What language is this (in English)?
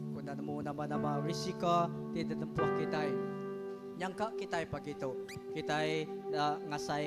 Iban